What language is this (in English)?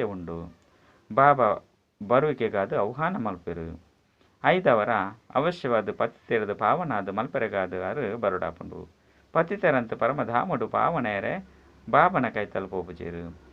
Tulu